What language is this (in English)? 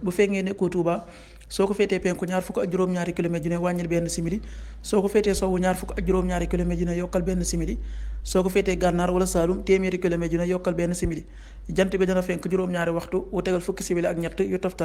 Wolof